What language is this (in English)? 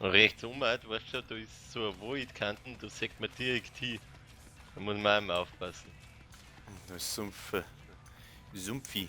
Bavarian